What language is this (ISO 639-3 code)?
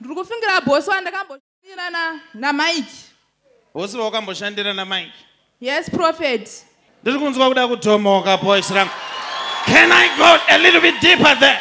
sna